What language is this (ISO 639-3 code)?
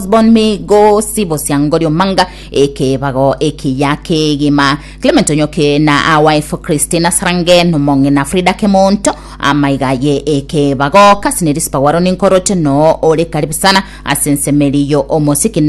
guz